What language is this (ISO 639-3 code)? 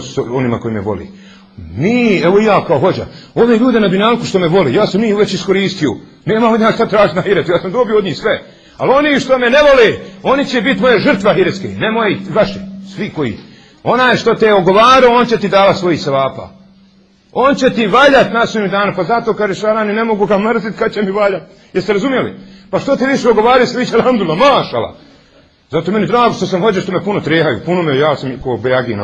bos